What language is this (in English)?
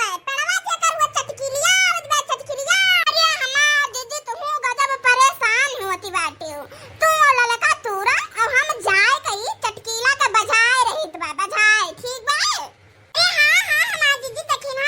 Awadhi